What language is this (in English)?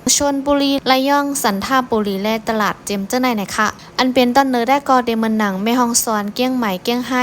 Shan